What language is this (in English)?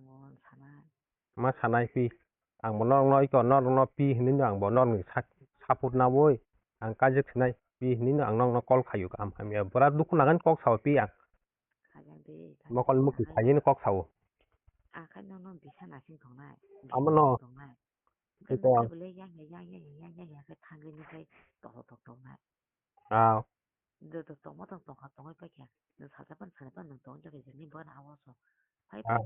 Kok Borok